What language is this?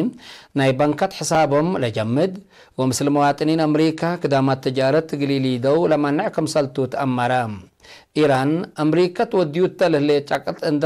Tigre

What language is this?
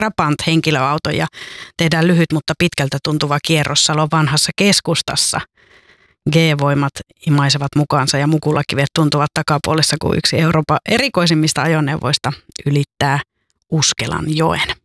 Finnish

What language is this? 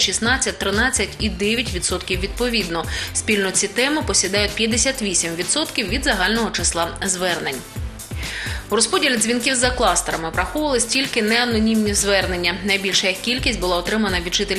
Ukrainian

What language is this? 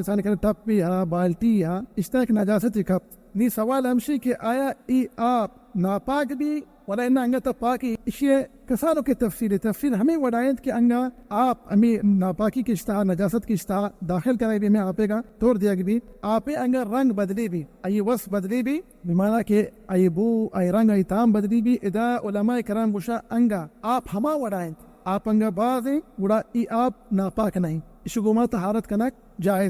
Baluchi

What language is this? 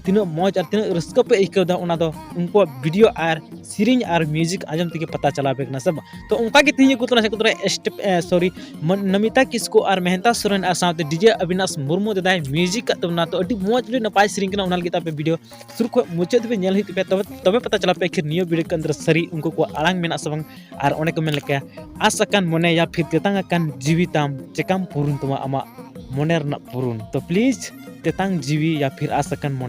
Santali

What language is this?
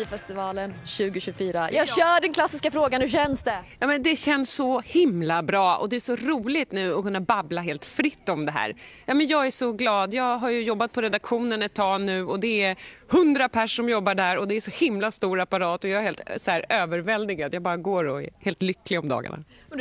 Swedish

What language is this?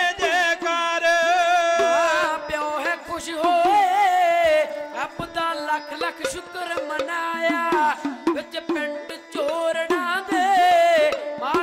Punjabi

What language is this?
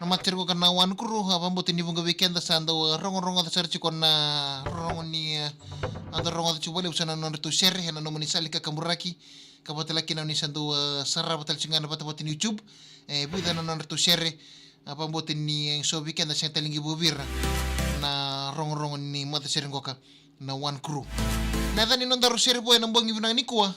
Fijian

